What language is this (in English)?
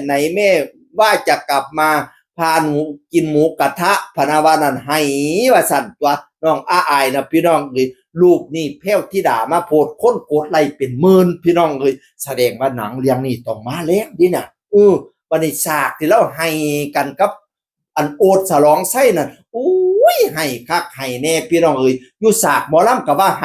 Northeastern Thai